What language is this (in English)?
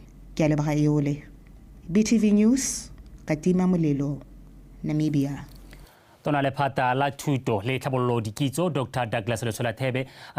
Tswana